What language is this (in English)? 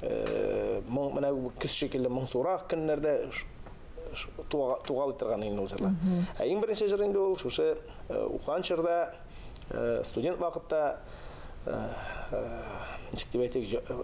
Tatar